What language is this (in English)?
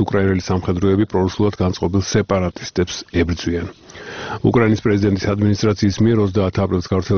Georgian